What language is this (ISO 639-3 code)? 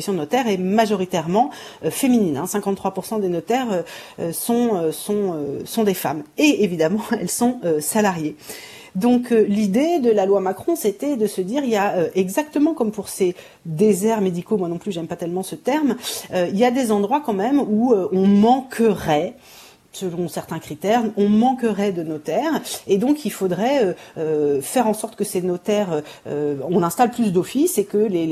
fra